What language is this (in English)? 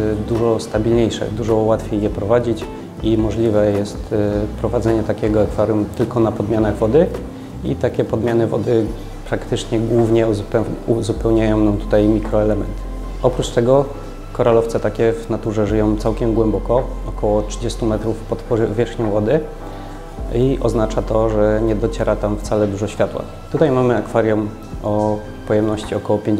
Polish